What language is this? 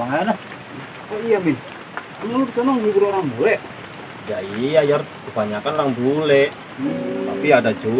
Betawi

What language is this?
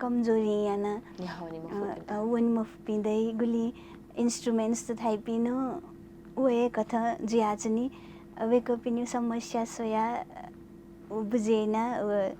Newari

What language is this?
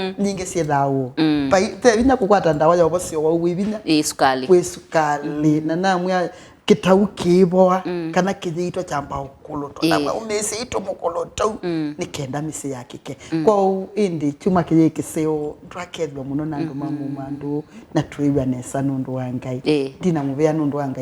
Kamba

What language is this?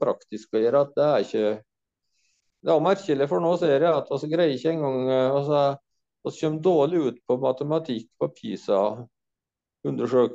Norwegian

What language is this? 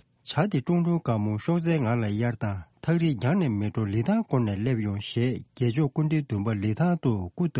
Tibetan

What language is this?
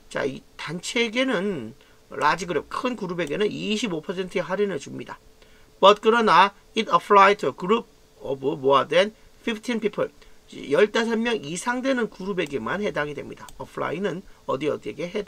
Korean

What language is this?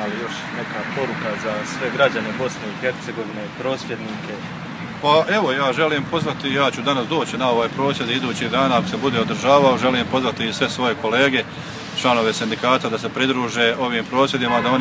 Croatian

